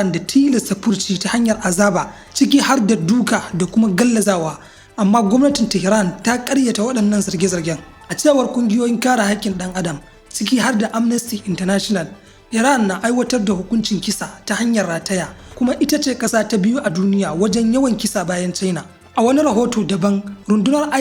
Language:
Hausa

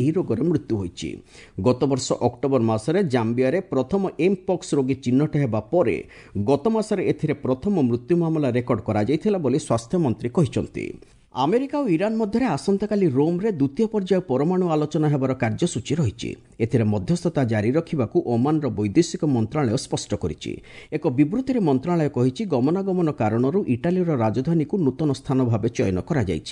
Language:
Odia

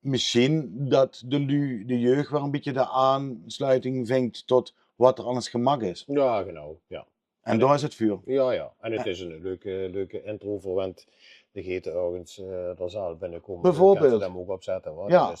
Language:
Limburgish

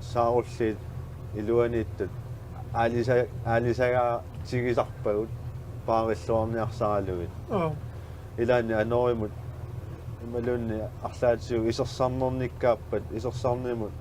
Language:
Kalaallisut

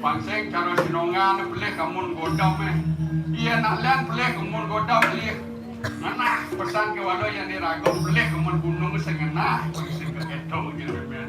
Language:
Balinese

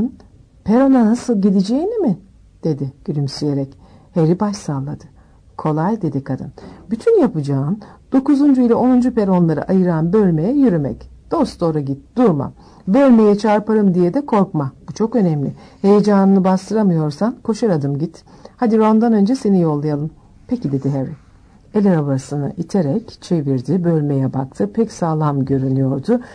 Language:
Turkish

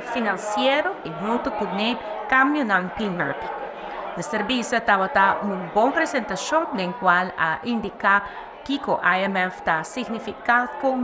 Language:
Papiamento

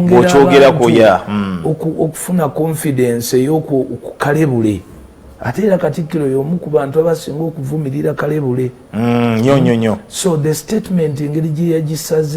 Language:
Ganda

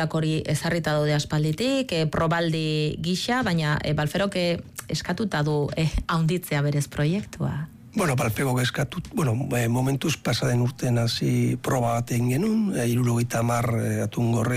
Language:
Basque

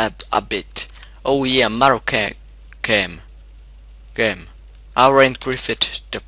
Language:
Swiss German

